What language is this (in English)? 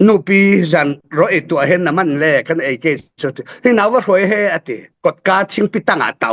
Falam Chin